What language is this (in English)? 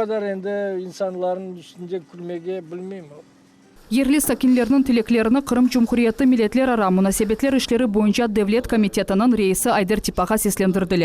Crimean Tatar